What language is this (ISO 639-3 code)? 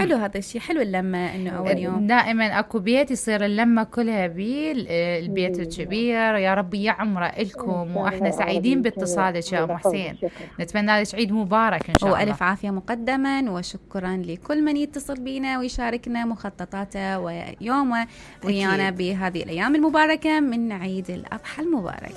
acm